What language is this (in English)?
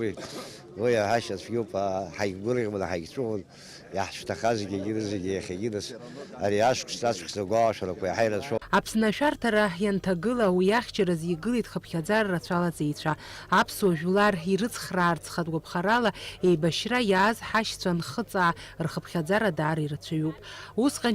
Abkhazian